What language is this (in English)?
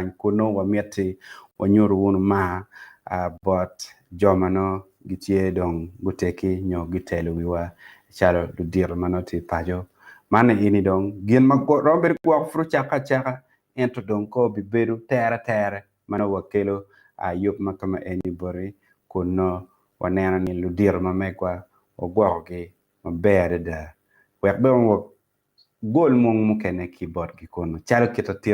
Acoli